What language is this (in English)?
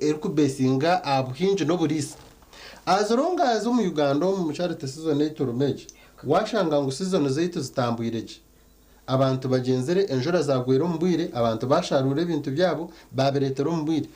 Nyankole